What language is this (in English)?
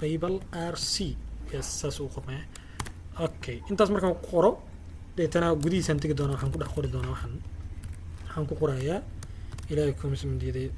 Somali